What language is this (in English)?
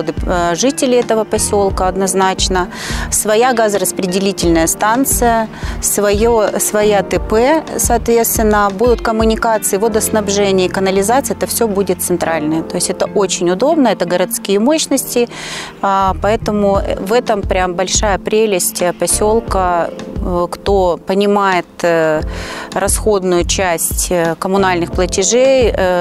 Russian